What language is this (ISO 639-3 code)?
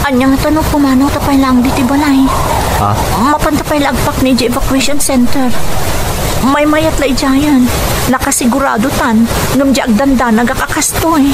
ilo